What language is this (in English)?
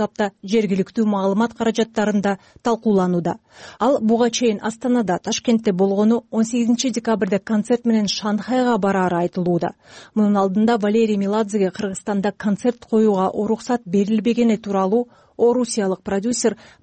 Kyrgyz